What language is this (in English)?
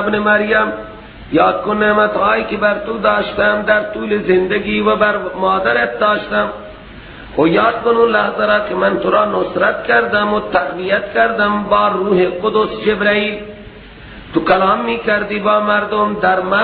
Persian